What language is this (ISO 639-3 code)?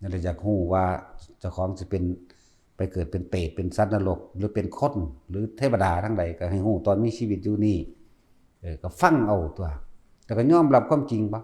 lao